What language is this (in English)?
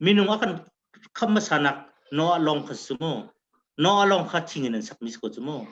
Hakha Chin